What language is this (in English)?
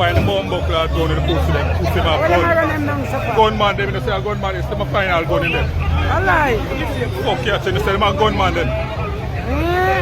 Jamaican Creole English